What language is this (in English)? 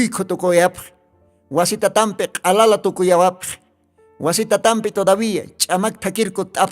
Aymara